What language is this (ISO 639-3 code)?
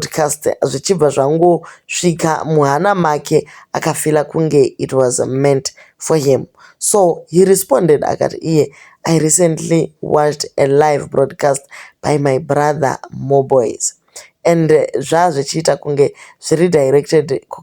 sna